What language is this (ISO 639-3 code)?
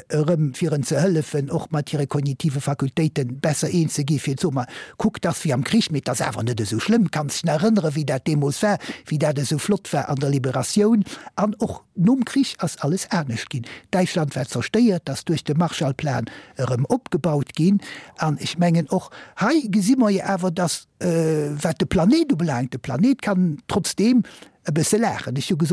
ltz